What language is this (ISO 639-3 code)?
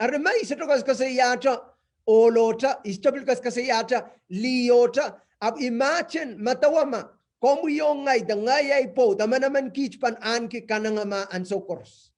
pon